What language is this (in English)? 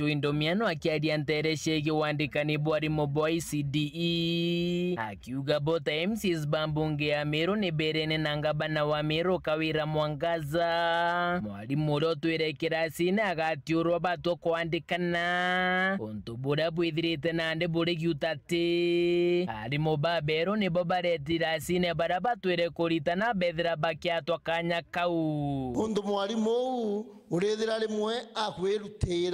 Meru